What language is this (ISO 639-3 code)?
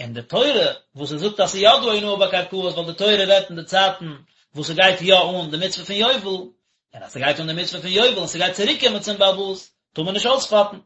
yid